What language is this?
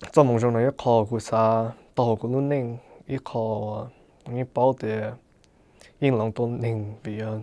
Hmong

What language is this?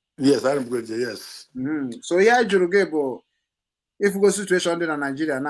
Igbo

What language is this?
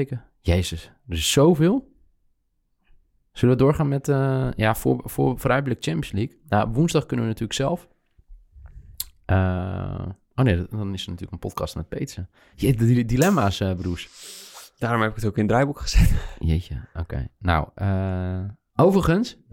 Dutch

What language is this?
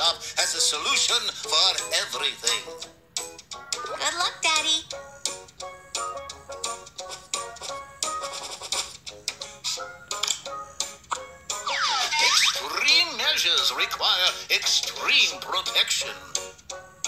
English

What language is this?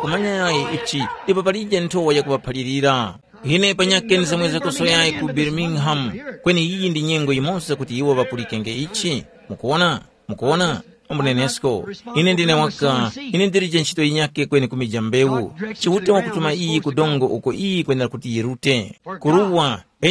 Tumbuka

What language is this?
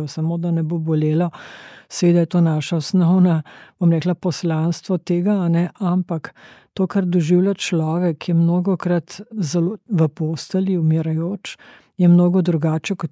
Slovenian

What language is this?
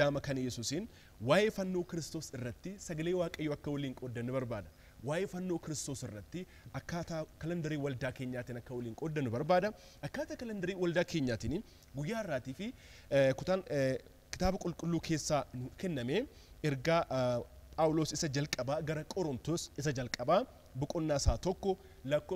Oromo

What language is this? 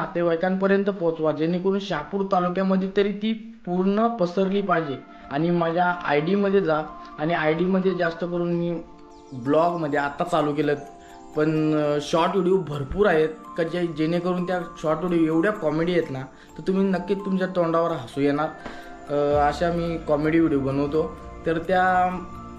Marathi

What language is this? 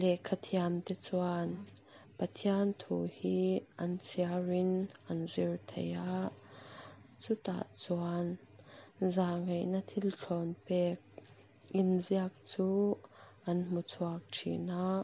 Mizo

